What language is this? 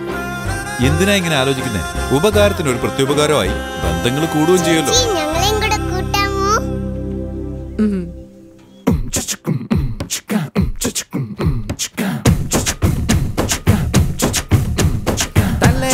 Malayalam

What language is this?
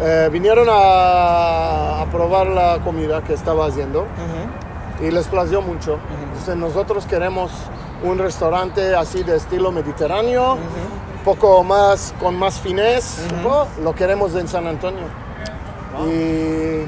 Ladino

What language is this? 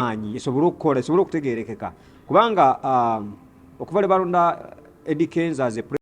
Ganda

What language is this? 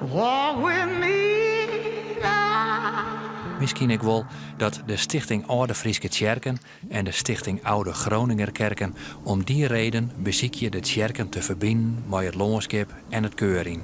Western Frisian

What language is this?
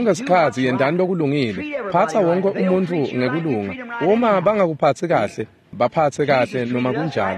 Swati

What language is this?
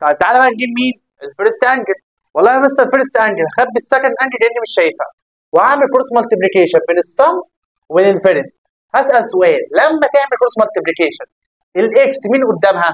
Egyptian Arabic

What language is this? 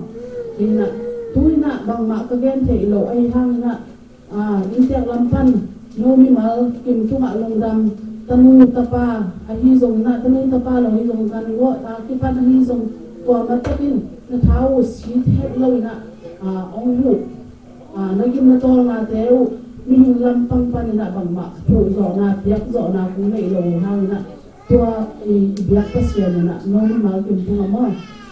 Tedim Chin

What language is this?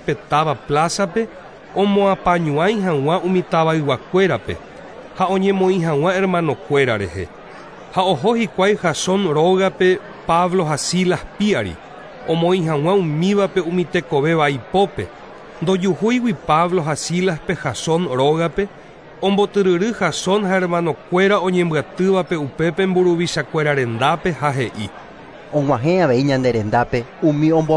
Guarani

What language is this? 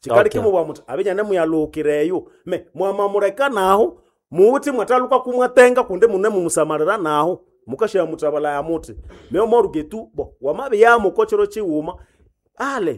Nande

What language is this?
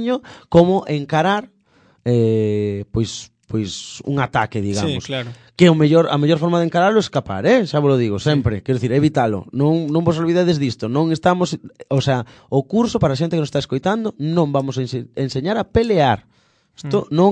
Galician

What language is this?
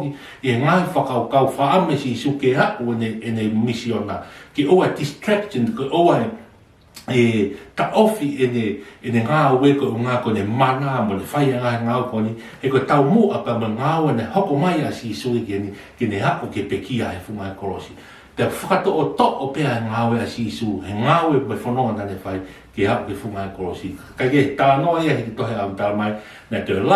Tongan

